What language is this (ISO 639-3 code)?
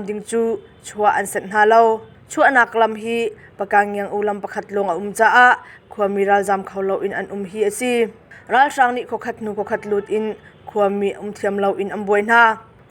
cnh